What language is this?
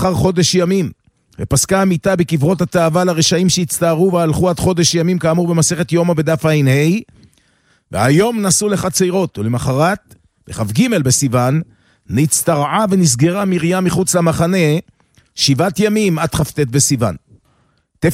Hebrew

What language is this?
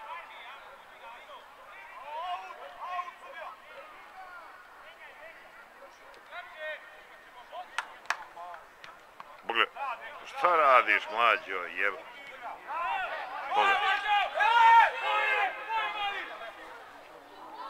Serbian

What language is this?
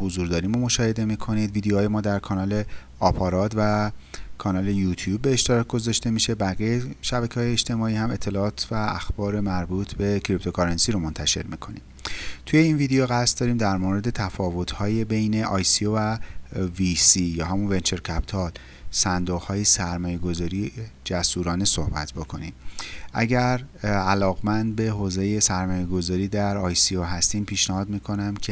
Persian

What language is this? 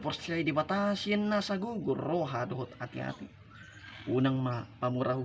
Batak Toba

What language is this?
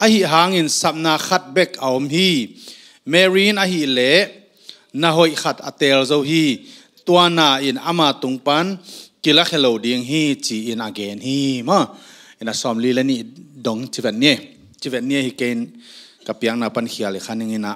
Tedim Chin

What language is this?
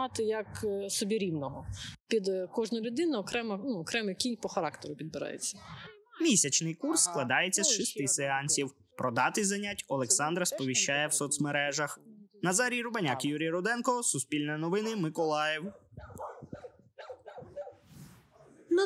Ukrainian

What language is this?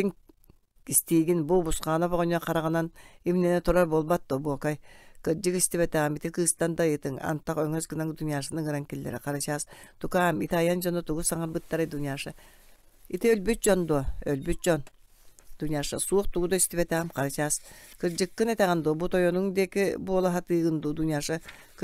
Yakut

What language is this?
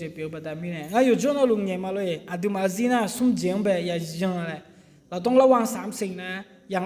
Akha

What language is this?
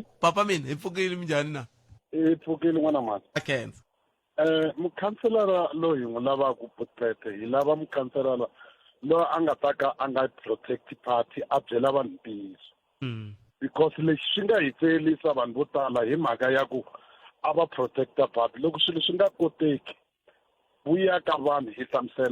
Tsonga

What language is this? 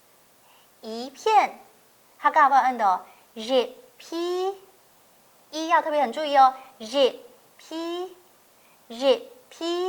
Hakka Chinese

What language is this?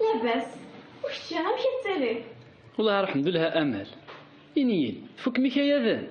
Kabyle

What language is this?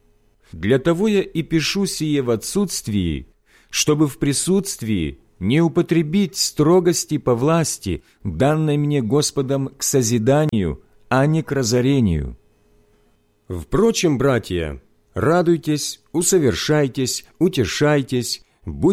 Russian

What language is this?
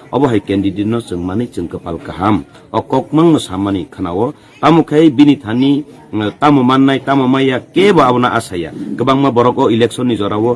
Kok Borok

